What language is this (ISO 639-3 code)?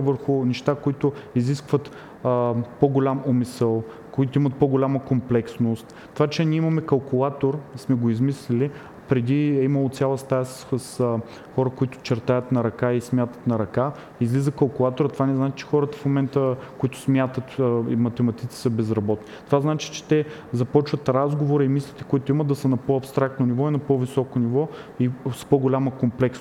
bul